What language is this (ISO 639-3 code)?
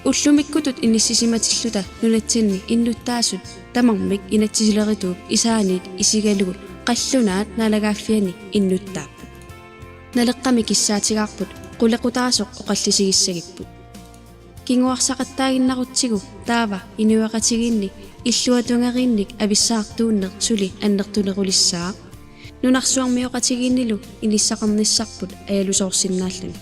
kal